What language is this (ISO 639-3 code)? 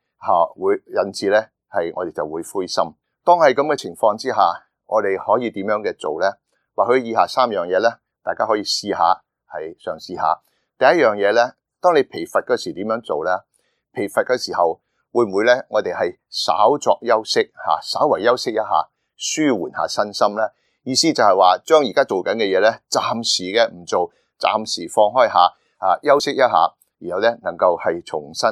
yue